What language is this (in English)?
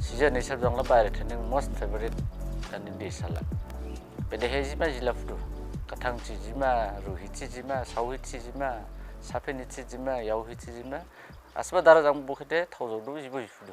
Dimasa